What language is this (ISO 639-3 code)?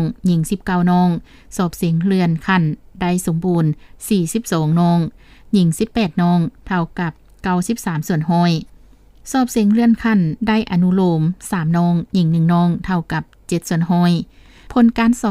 lao